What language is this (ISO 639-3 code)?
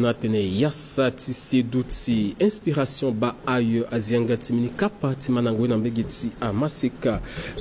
sag